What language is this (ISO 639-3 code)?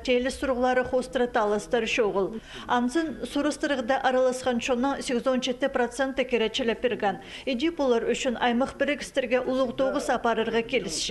kjh